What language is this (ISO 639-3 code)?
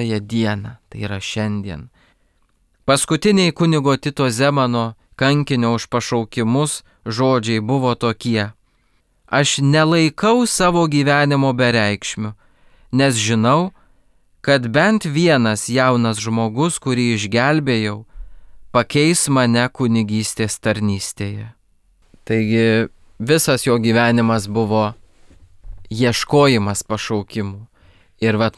lit